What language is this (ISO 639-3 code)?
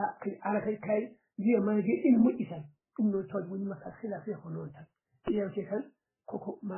ful